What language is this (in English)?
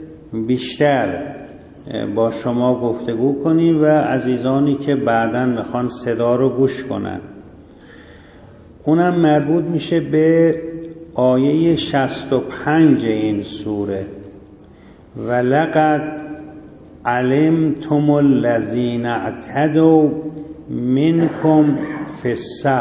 Persian